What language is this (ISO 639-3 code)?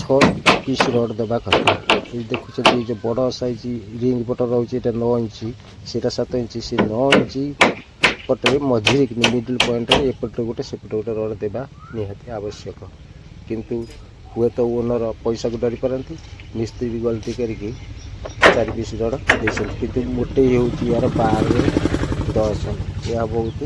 ori